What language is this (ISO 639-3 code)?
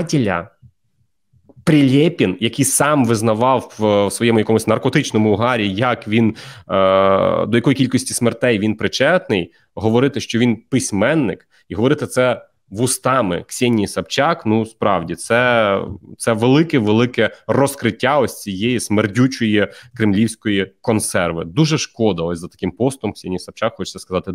ukr